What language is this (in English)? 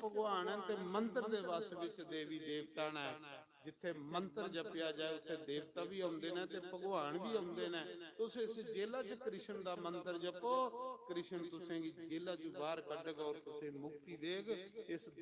Dogri